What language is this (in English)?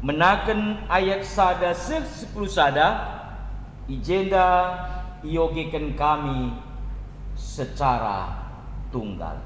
Batak Karo